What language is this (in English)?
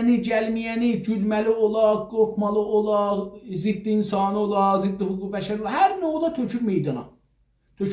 South Azerbaijani